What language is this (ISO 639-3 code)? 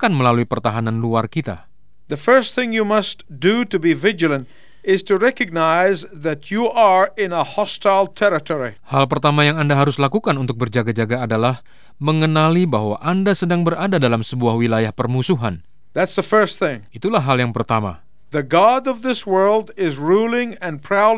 ind